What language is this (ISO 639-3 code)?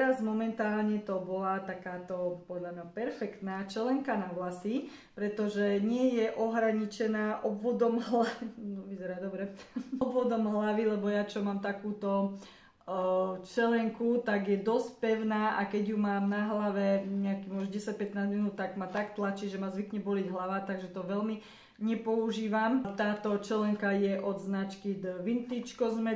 slk